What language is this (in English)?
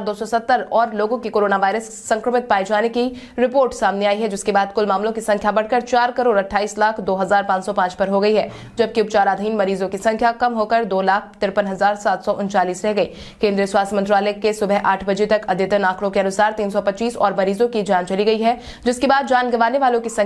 Hindi